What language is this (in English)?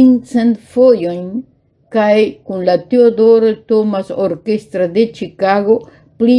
Esperanto